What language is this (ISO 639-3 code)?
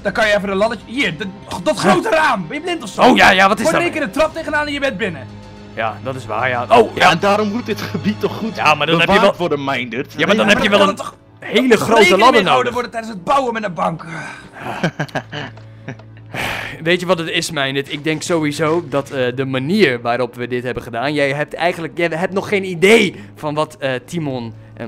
nld